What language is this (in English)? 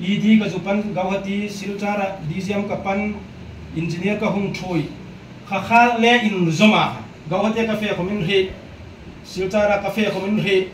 Hmar